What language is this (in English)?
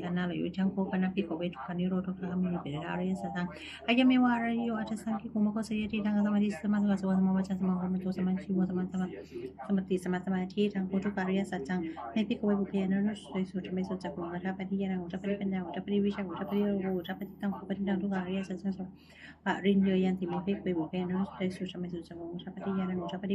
Pali